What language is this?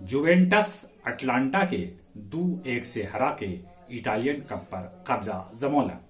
Magahi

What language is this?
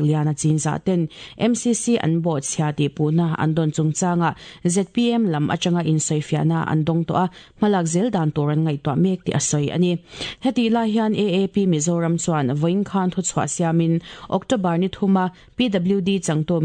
Mizo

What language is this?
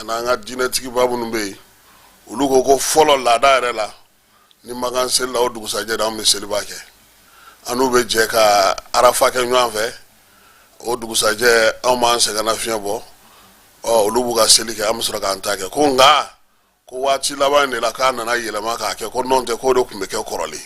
Bambara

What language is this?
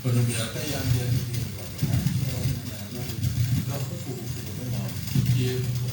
Acoli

